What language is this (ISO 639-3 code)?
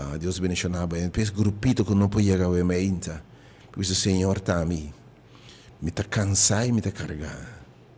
pap